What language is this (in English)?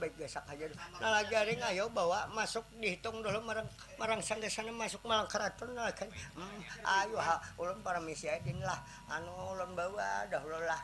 Banjar